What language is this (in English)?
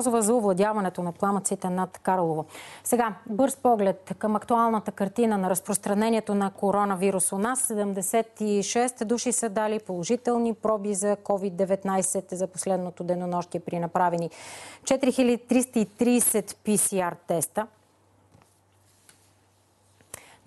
Bulgarian